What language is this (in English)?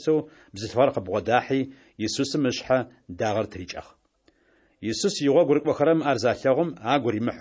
Adyghe